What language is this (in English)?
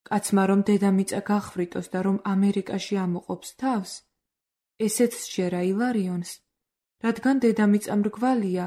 Georgian